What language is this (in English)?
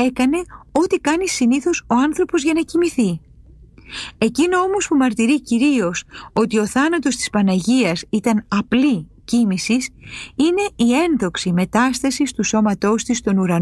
Greek